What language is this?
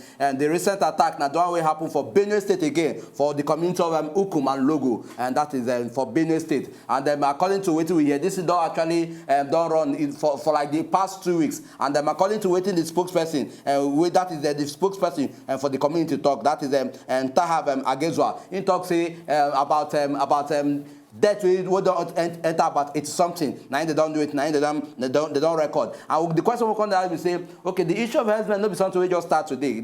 Nigerian Pidgin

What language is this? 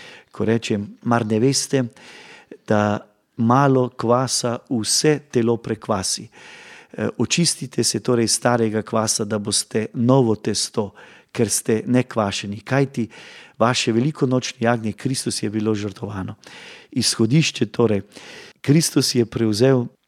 Slovenian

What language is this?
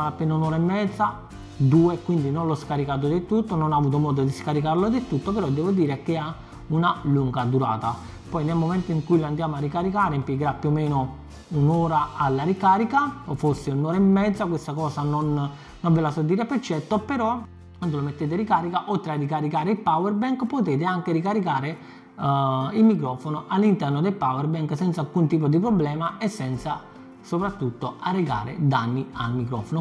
Italian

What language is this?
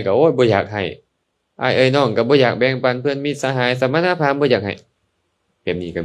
Lao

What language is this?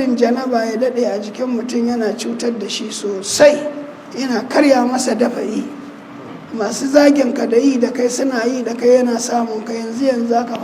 Hausa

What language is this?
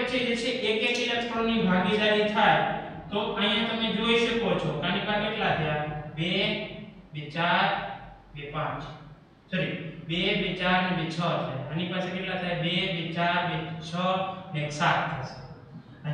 Gujarati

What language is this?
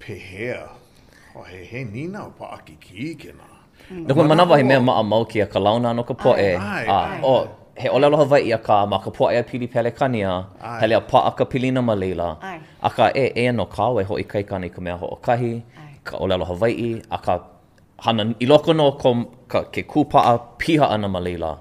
Hawaiian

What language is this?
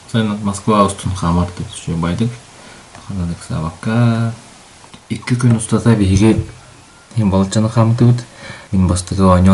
Yakut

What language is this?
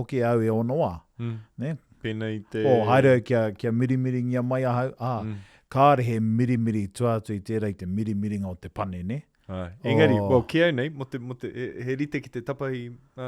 Māori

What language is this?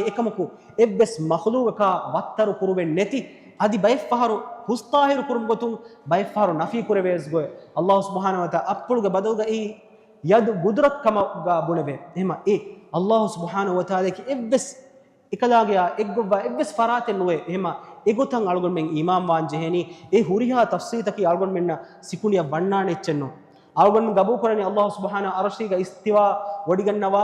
Divehi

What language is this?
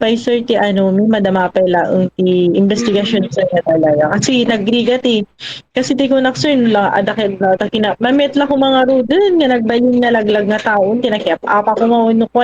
Iloko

